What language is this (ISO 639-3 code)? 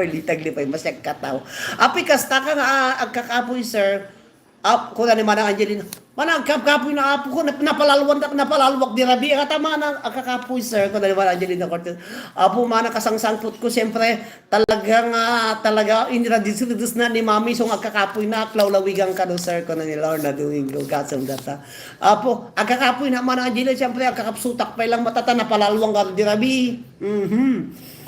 ilo